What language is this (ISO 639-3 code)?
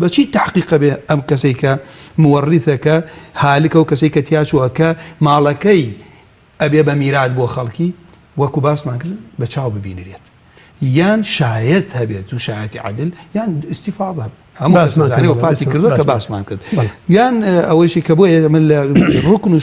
ckb